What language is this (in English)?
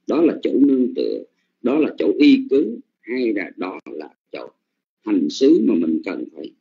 Vietnamese